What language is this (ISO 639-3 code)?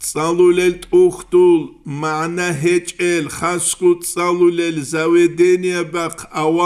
ava